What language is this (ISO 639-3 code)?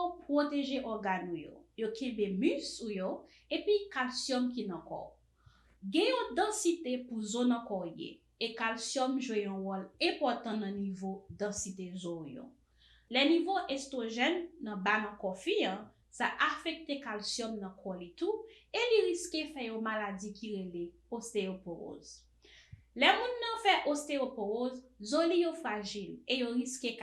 hat